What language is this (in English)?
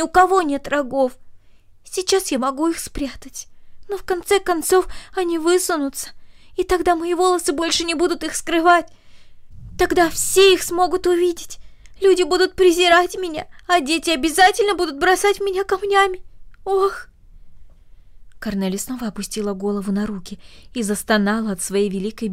Russian